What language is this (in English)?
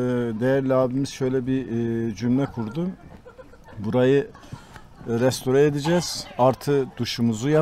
Turkish